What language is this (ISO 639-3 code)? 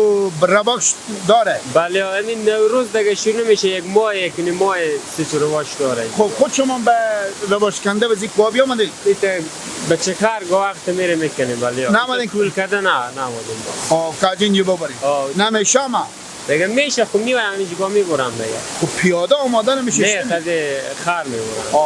fas